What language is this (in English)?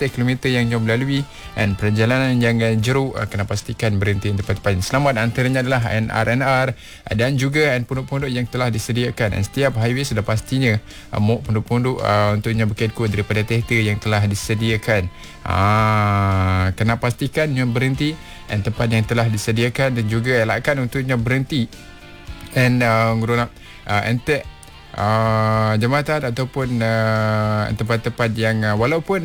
Malay